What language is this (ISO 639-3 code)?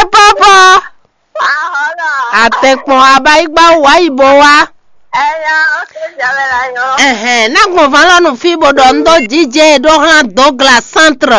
fon